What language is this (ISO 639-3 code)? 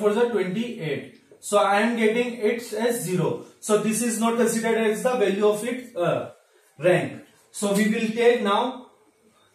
eng